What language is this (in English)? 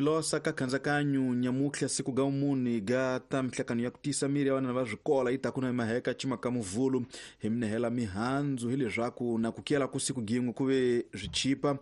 Tsonga